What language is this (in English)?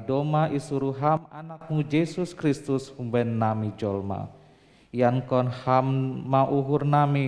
Batak Simalungun